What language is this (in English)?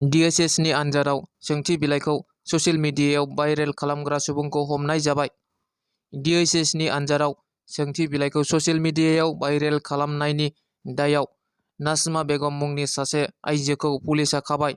Bodo